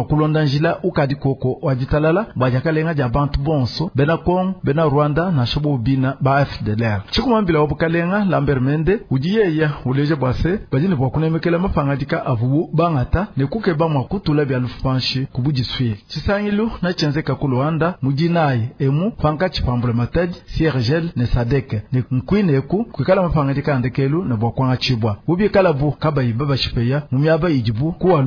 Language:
Luba-Lulua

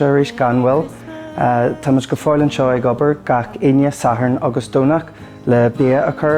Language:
Irish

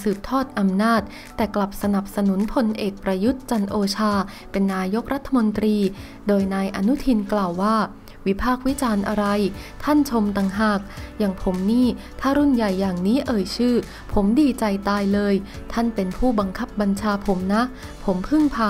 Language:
Thai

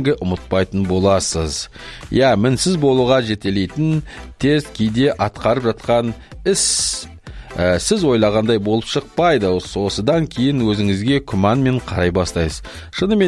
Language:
Kazakh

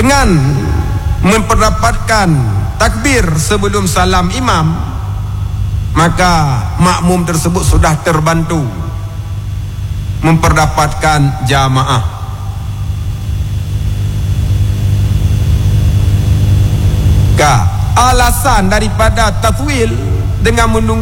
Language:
Malay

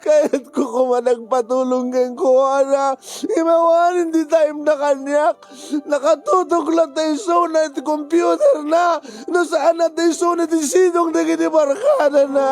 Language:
Iloko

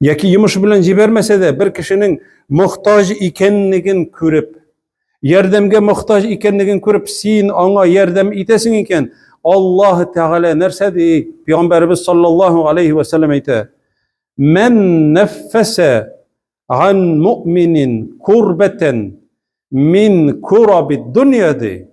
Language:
Tatar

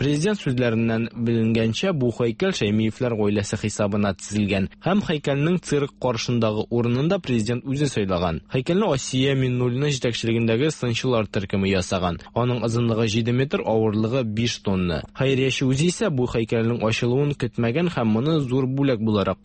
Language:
Tatar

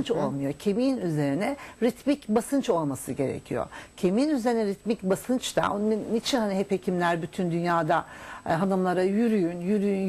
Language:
Turkish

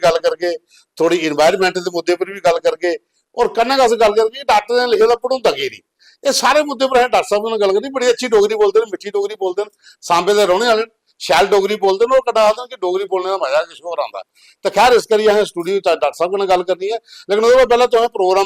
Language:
Dogri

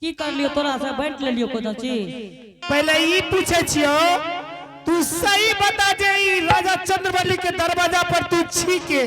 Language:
Angika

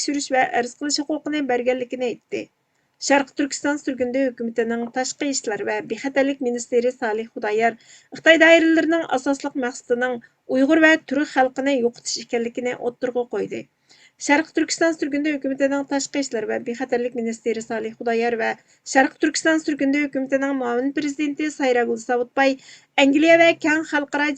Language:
Uyghur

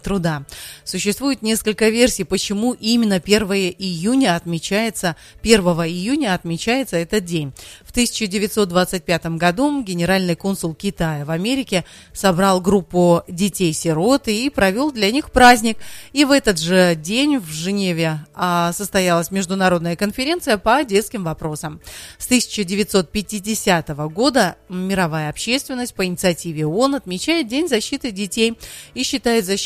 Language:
Russian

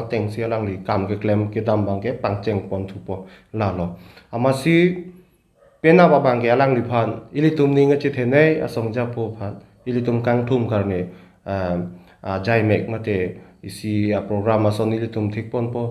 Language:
Karbi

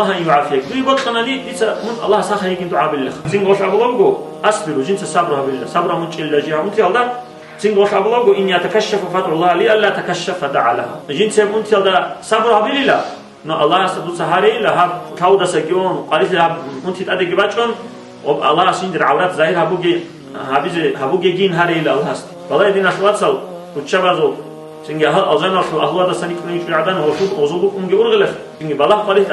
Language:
Avaric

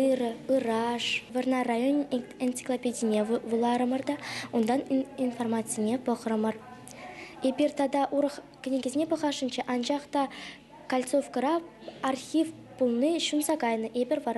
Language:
Chuvash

